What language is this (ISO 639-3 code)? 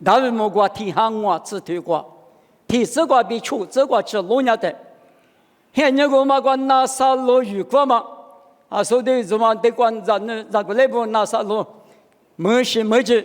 lis